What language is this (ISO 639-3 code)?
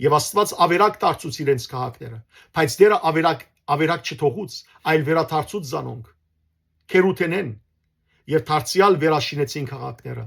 hyw